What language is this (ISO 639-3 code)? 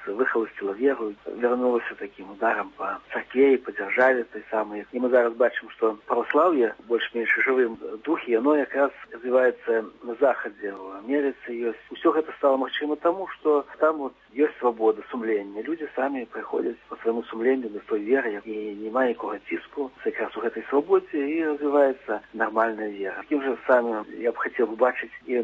bel